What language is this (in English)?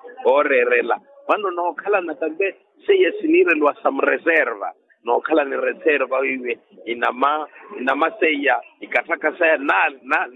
Makhuwa